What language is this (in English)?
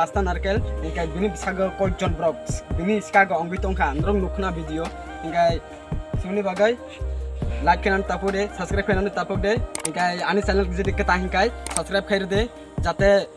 Kok Borok